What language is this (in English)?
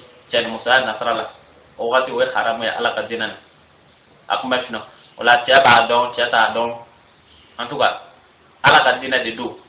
Bambara